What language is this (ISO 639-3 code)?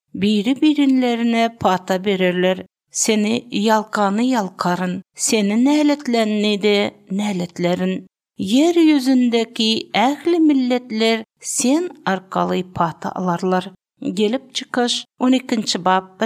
tuk